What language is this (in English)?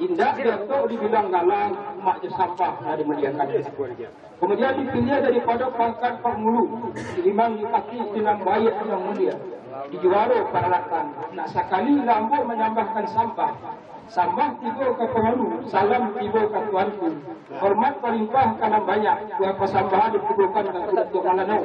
Minangkabau